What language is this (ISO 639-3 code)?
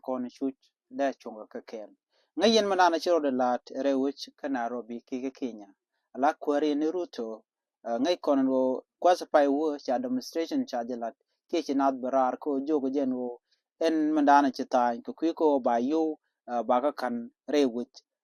nus